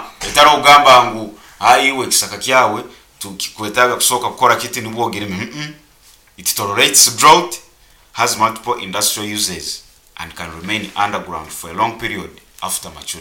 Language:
Nyoro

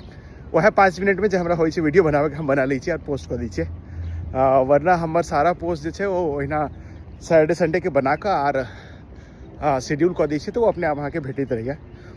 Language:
Maithili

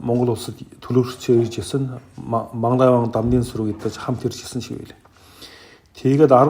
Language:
Mongolian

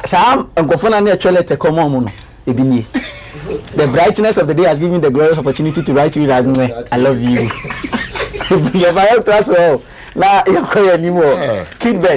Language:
Akan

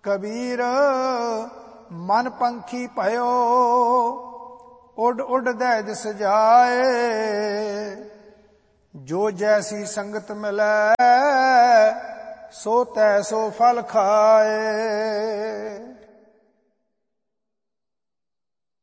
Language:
Punjabi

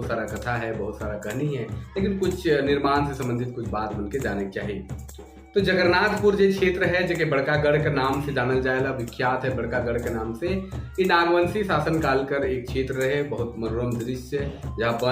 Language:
Sadri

